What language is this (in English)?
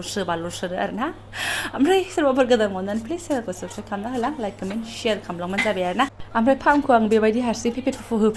Bodo